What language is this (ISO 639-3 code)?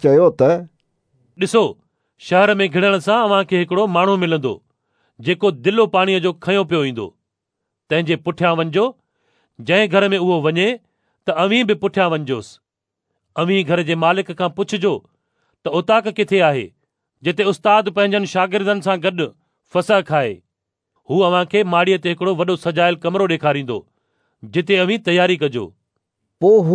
snd